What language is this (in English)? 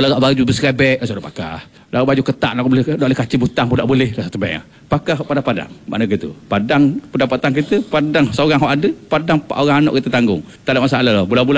Malay